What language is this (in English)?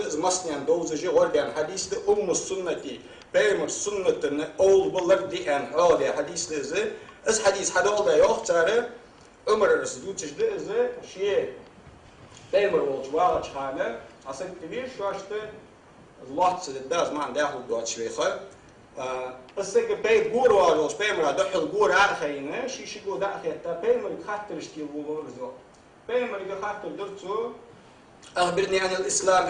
Ingush